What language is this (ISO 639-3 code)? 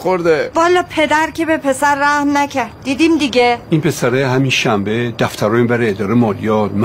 fas